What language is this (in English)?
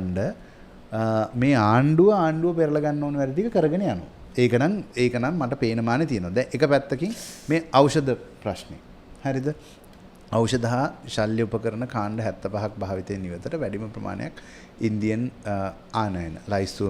Sinhala